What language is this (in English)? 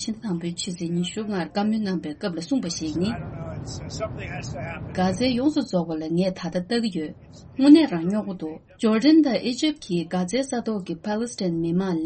Tibetan